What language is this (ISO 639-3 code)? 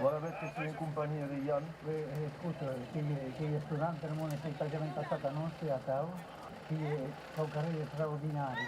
oci